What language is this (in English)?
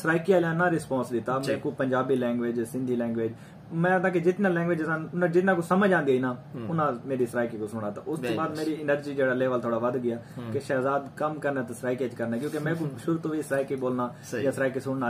Saraiki